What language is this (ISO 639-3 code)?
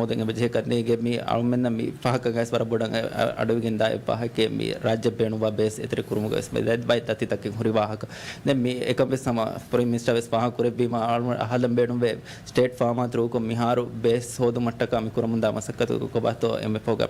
div